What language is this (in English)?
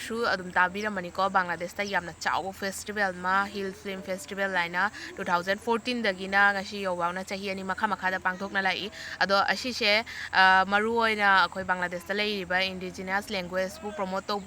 Manipuri